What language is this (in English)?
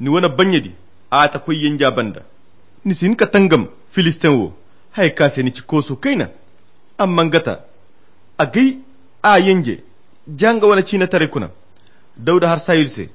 Koyra Chiini